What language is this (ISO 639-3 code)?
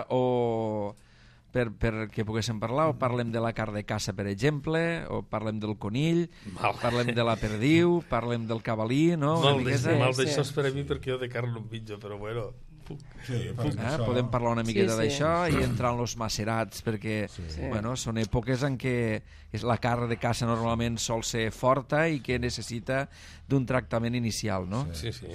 cat